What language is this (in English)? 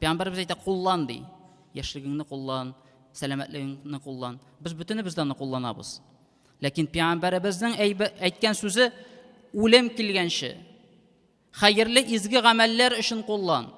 Tatar